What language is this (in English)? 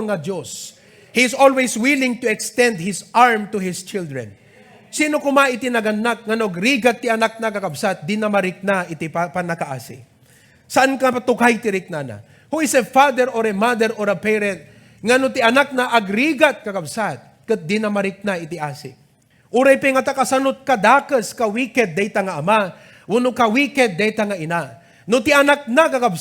Iloko